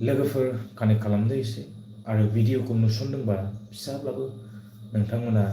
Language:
Bodo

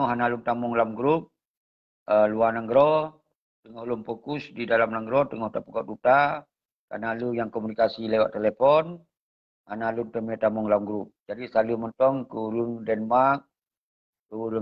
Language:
Achinese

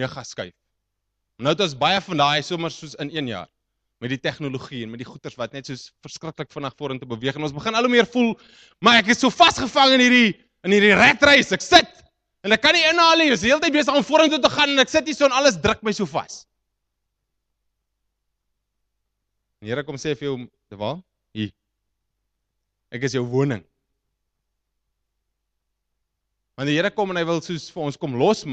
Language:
Afrikaans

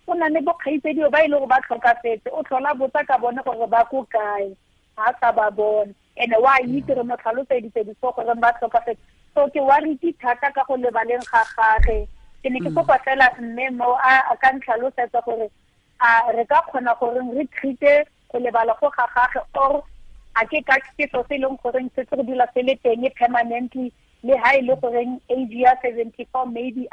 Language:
Tswana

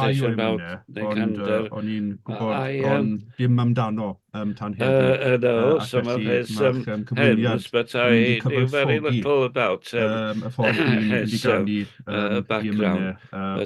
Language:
Welsh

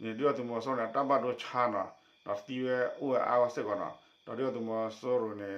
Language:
S'gaw Karen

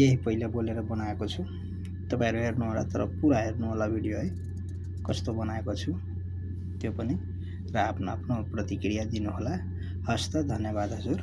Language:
Nepali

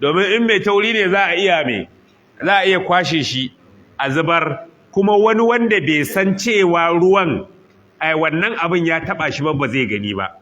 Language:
Hausa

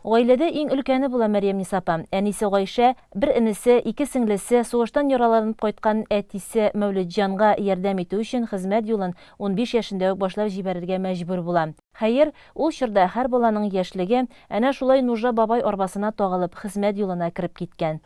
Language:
Tatar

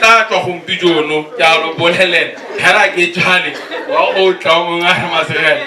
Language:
Tswana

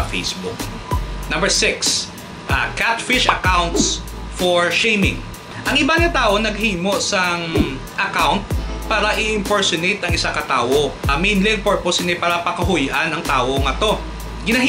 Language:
Hiligaynon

